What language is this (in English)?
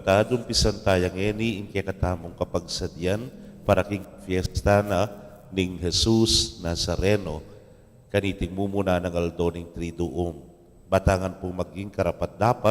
Pampanga